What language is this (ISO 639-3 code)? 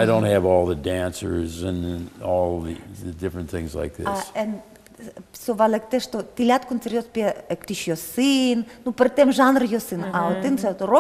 udm